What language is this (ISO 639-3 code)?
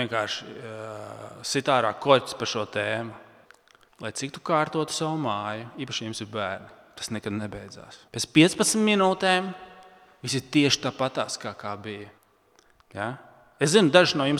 lav